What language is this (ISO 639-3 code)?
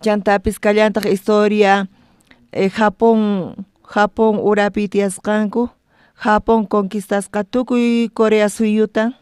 quh